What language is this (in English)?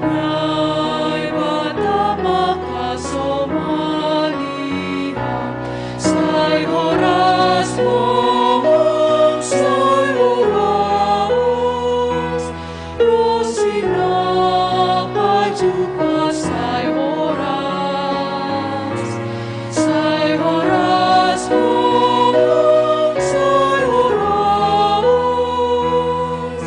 Batak Simalungun